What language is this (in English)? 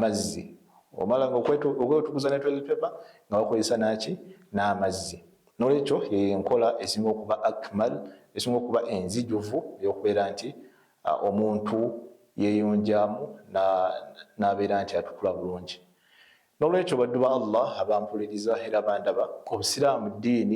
Ganda